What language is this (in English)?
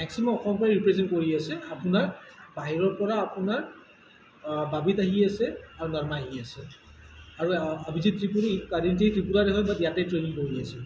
Assamese